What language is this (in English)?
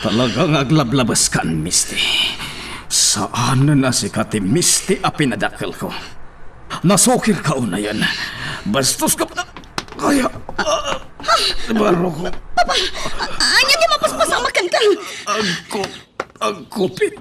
Iloko